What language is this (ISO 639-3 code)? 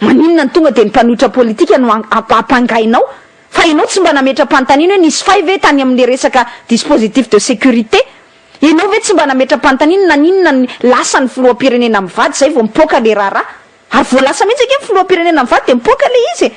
mlg